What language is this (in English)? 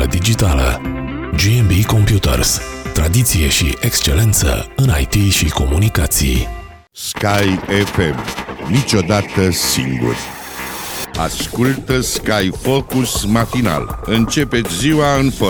Romanian